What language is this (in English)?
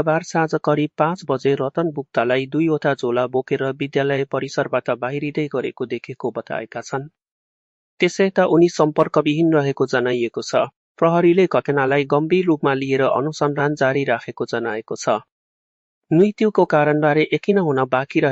Nepali